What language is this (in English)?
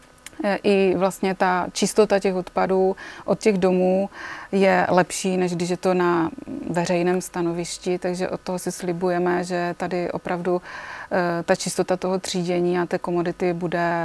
Czech